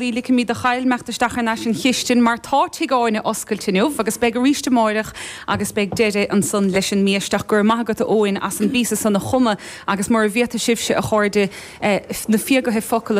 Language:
Irish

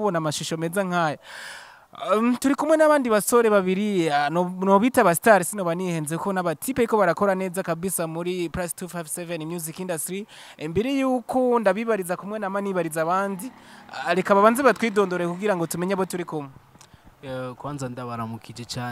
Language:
Rundi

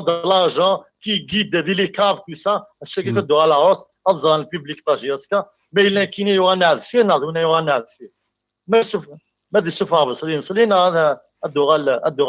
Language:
Kabyle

